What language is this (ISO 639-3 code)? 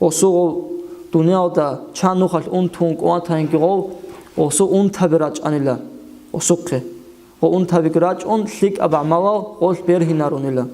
ava